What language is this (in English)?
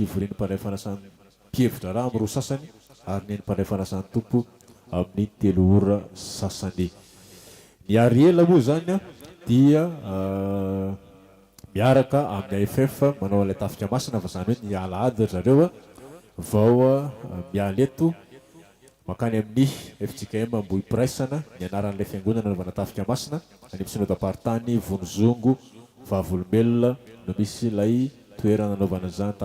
Malagasy